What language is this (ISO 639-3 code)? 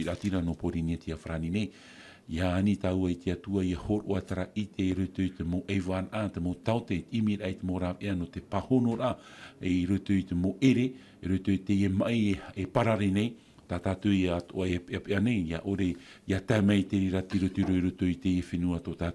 tah